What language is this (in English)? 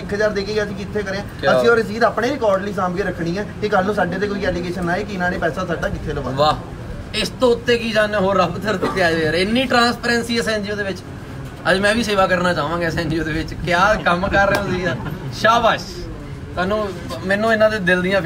Punjabi